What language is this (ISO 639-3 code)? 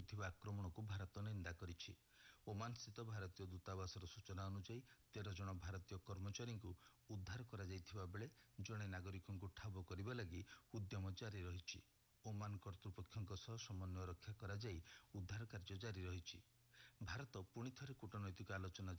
ori